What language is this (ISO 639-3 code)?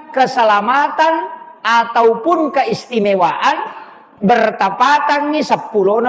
bug